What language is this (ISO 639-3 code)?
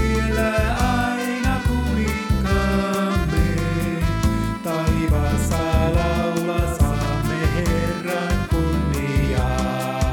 fin